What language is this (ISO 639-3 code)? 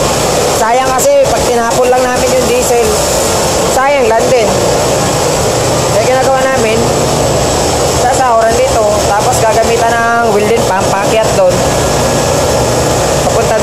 fil